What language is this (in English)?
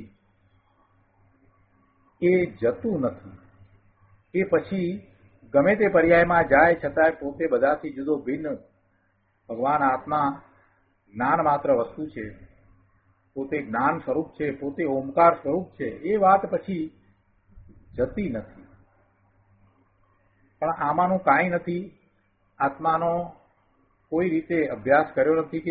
Gujarati